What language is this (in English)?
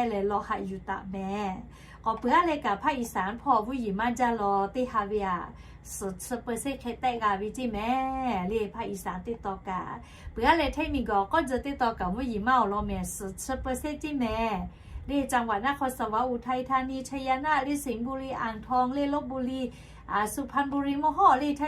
Lahu